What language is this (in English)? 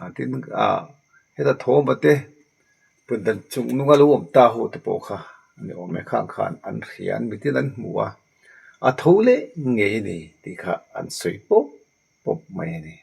Mizo